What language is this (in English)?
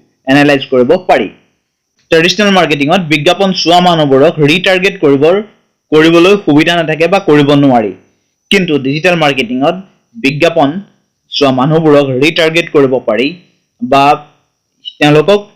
Assamese